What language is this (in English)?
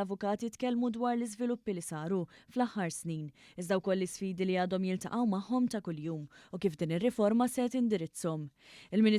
Maltese